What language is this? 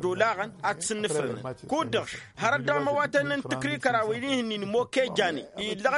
Tamasheq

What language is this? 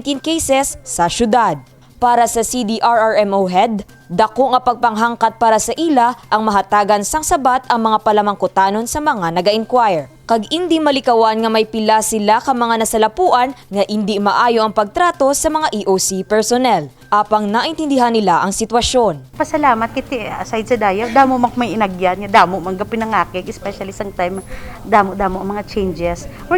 Hiligaynon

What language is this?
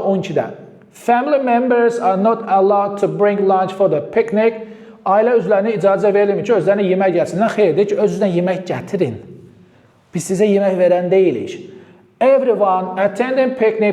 Azerbaijani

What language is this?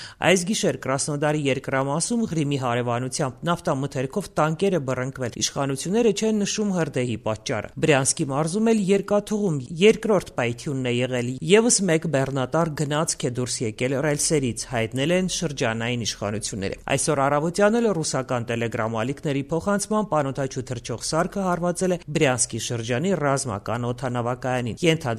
Armenian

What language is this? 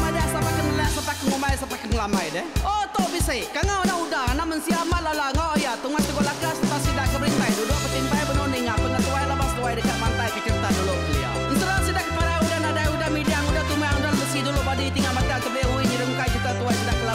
Iban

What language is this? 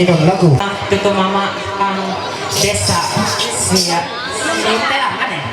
Ma'anyan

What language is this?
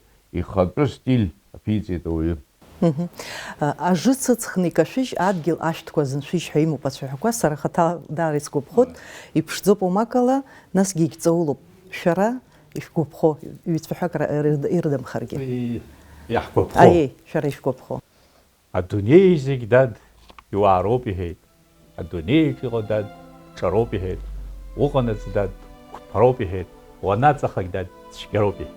Abkhazian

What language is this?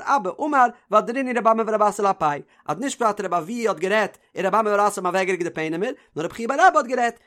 Yiddish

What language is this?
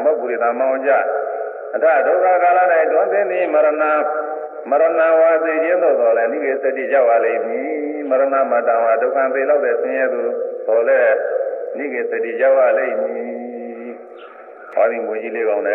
Burmese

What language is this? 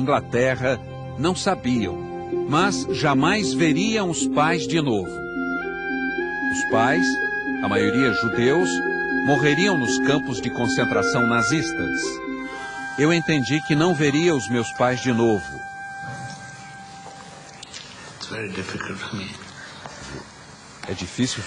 Portuguese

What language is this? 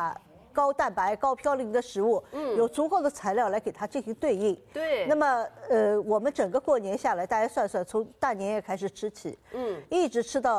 Chinese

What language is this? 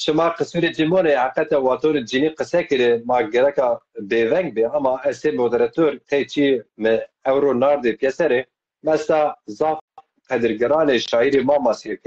Zaza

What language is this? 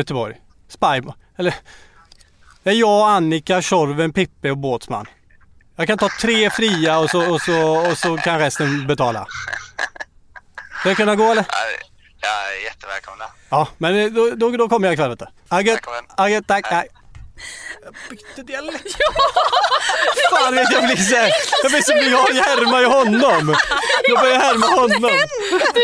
Swedish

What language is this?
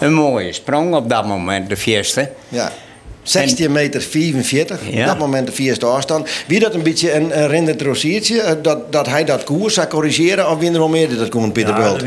Western Frisian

